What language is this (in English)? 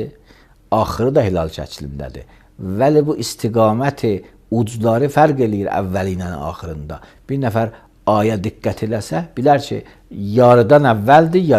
Azerbaijani